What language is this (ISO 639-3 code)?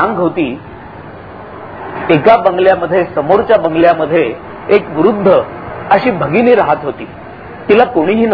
mar